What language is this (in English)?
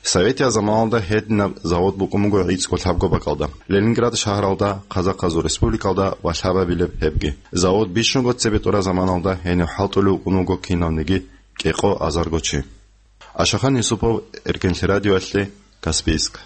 Avaric